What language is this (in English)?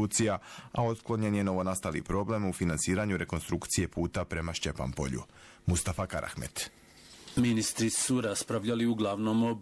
Bosnian